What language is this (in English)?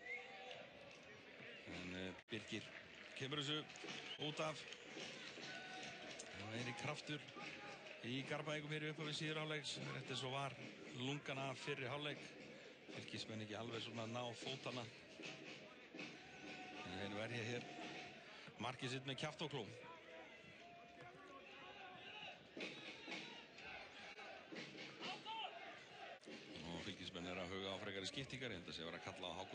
Icelandic